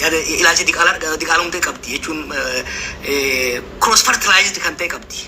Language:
Oromo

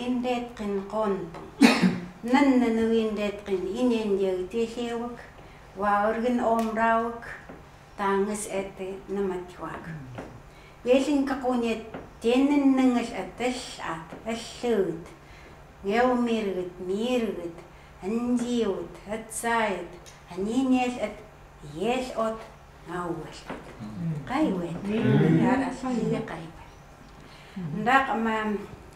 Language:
Chukot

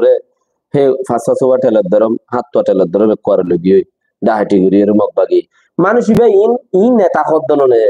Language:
Rohingya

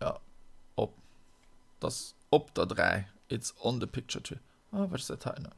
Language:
Luxembourgish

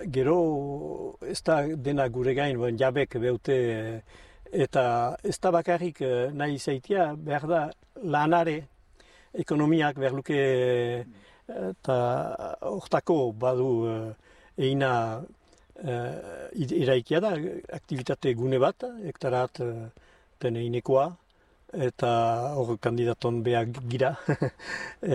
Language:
Basque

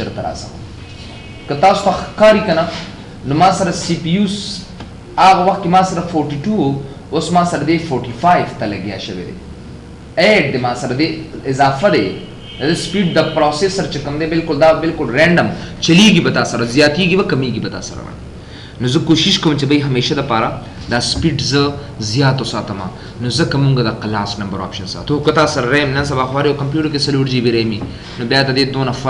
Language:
Pashto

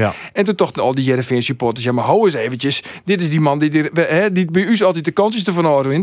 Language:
Western Frisian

